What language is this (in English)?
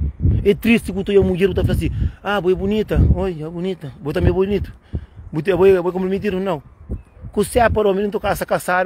Kabuverdianu